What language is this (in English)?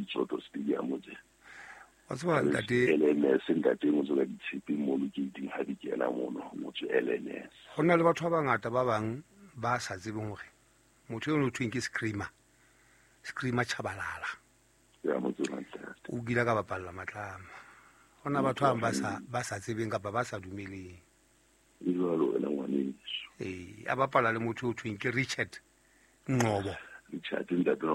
Southern Sotho